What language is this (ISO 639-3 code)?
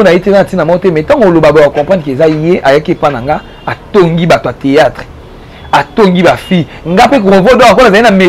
lin